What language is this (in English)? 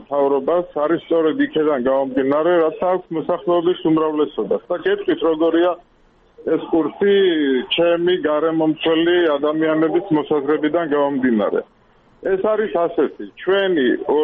Georgian